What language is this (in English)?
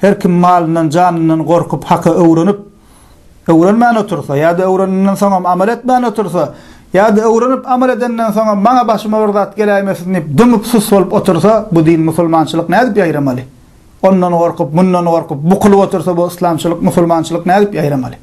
Turkmen